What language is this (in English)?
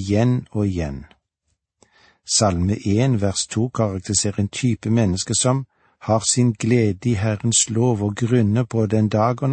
Norwegian